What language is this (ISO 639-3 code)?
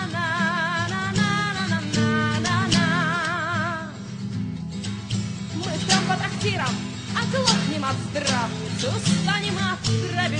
rus